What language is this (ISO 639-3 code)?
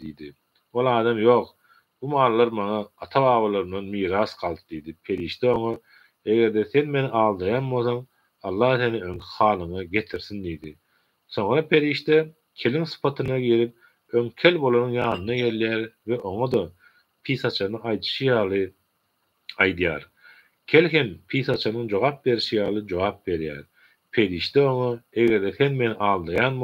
tuk